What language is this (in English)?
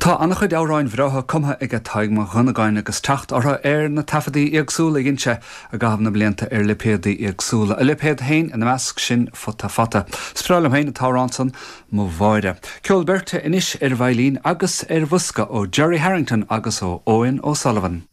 Irish